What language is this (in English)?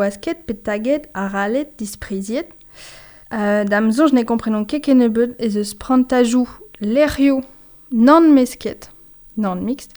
Breton